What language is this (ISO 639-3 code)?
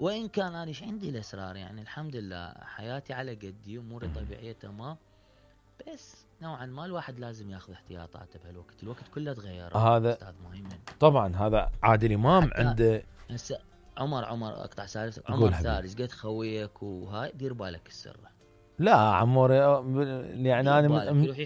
acm